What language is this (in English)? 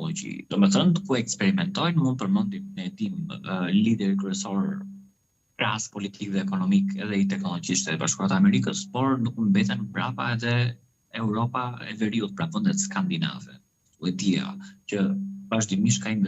Albanian